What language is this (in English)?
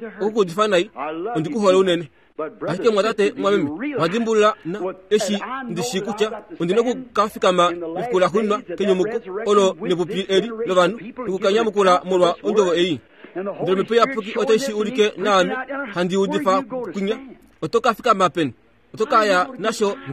Kuanyama